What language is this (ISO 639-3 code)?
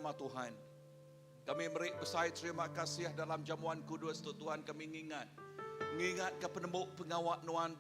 iba